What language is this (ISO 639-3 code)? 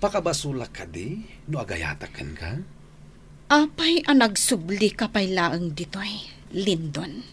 ilo